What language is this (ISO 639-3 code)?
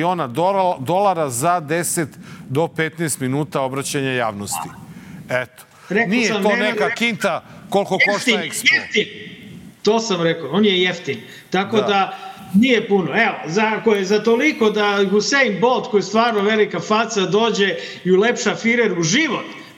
srp